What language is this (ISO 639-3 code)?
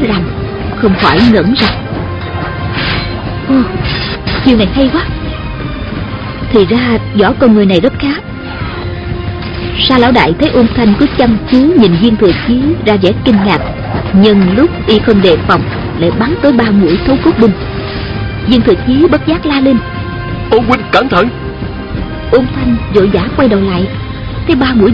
vie